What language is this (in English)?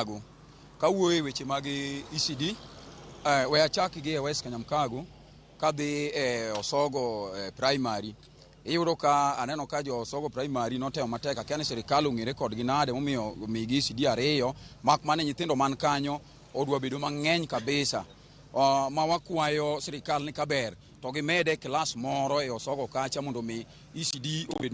Luo (Kenya and Tanzania)